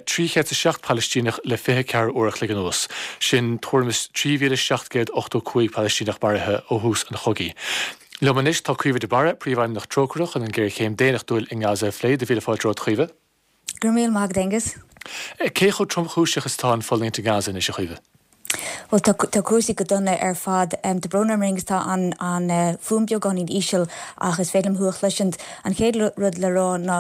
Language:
Irish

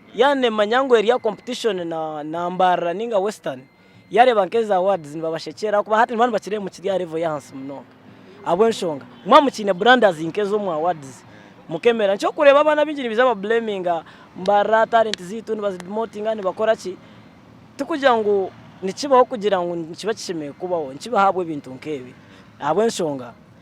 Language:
Nyankole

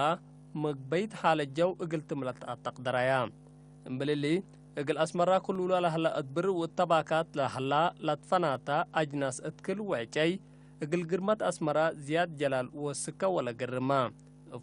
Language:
Tigre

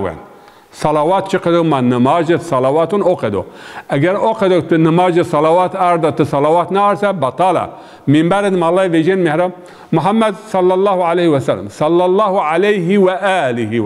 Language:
Zaza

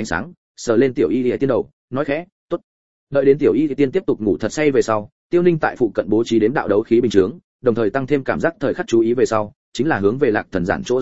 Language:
Vietnamese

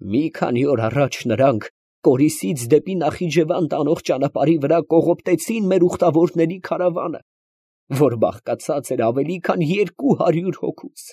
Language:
Armenian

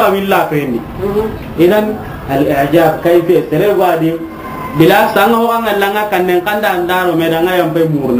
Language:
Soninke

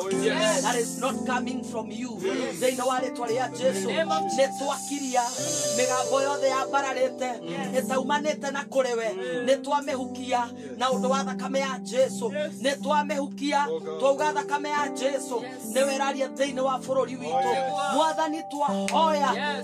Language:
Kikuyu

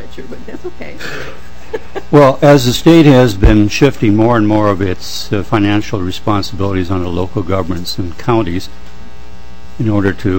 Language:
English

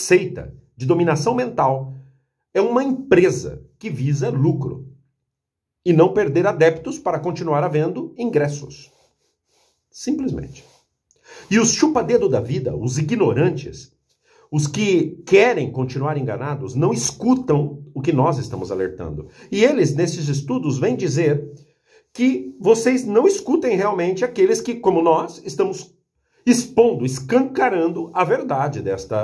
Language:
Portuguese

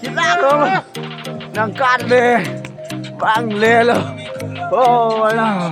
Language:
Karbi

